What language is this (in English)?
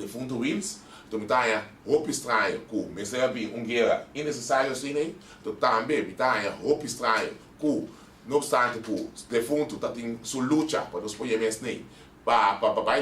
Papiamento